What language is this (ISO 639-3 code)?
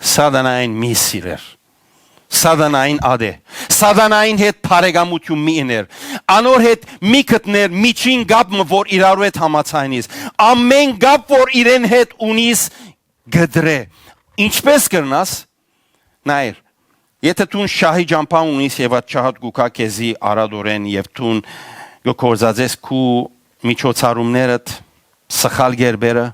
hyw